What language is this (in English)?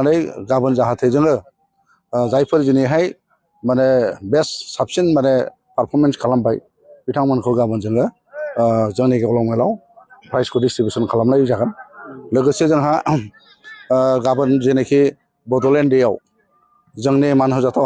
Bodo